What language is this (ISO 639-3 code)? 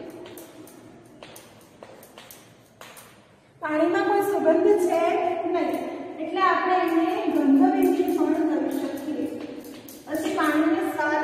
guj